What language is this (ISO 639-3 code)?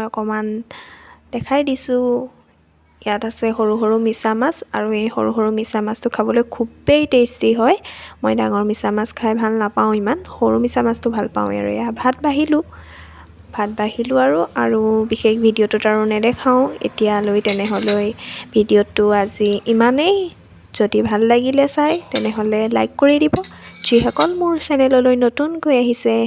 asm